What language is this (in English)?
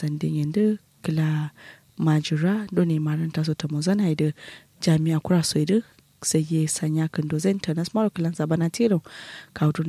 Kanuri